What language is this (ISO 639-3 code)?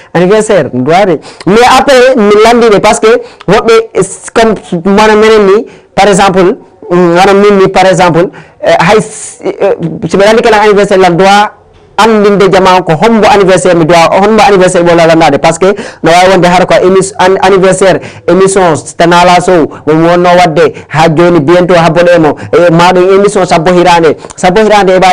ful